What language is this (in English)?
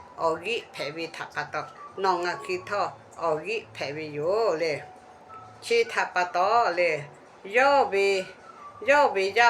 Lahu